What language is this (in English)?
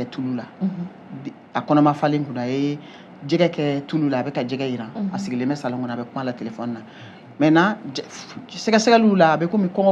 Bambara